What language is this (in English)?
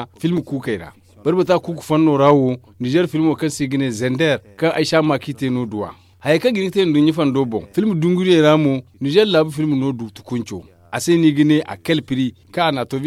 Zarma